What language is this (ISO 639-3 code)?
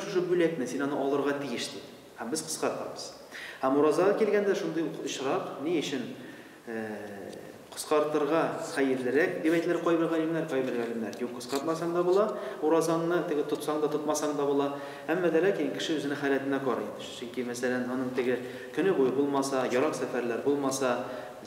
tat